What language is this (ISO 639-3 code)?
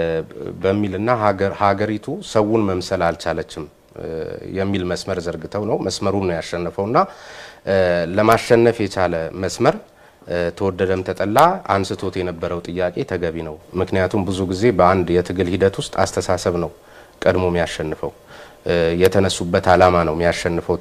amh